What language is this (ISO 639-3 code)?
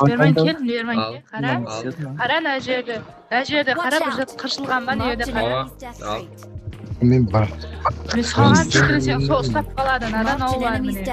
kaa